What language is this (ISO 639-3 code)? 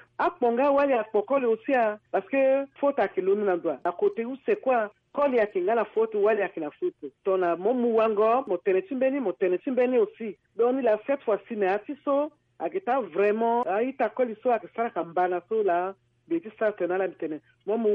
sag